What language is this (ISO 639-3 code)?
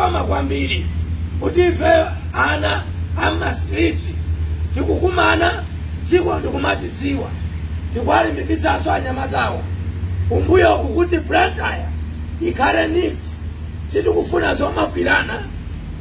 nya